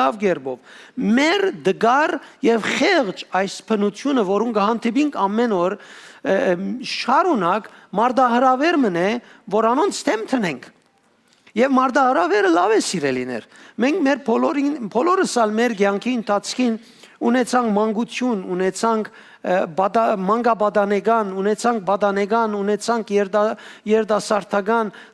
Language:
Western Armenian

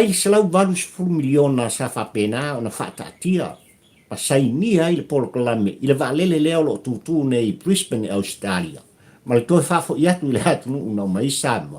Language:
Samoan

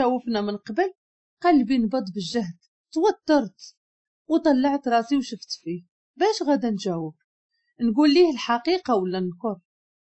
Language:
Moroccan Arabic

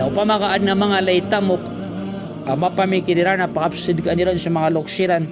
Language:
Maranao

